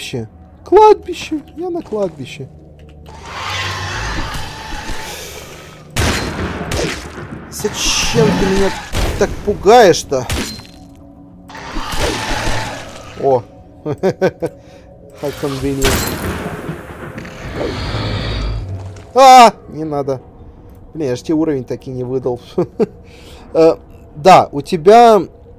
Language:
Russian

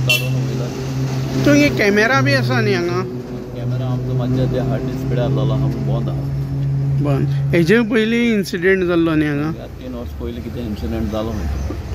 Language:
Konkani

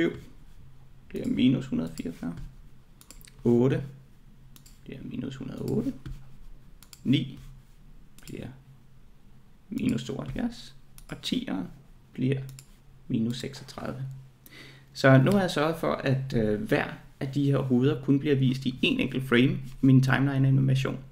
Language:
Danish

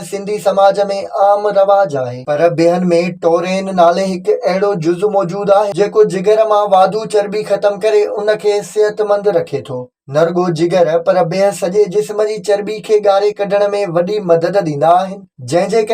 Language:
Sindhi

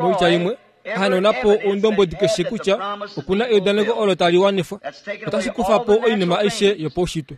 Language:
Kuanyama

